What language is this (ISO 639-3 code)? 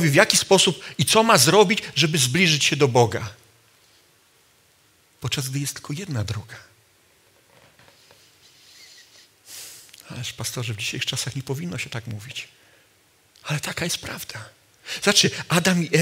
pol